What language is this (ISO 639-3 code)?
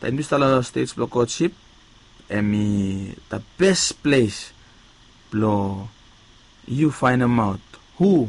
bis